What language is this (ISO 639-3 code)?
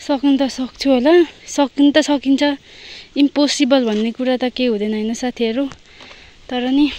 nep